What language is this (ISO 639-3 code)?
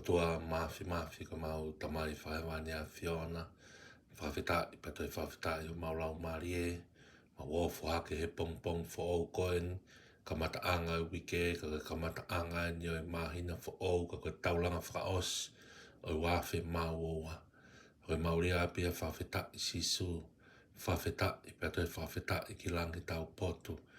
ton